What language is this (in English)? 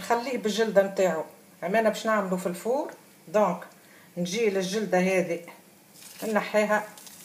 Tunisian Arabic